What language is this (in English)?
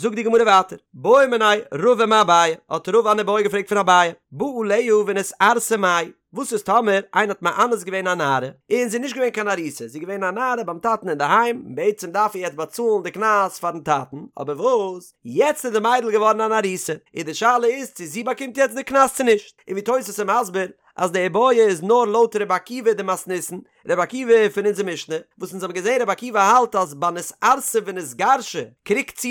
Yiddish